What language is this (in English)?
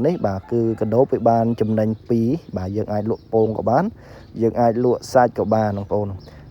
Khmer